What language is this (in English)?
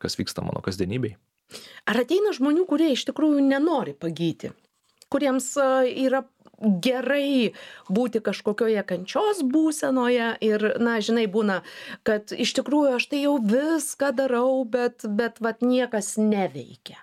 Lithuanian